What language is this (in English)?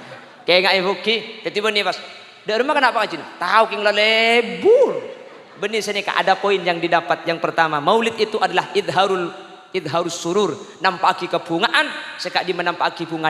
Madurese